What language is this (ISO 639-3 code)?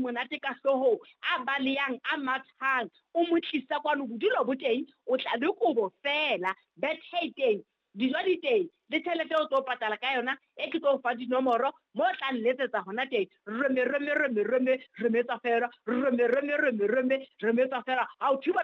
sot